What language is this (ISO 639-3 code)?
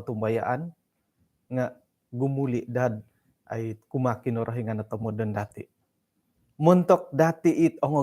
dtp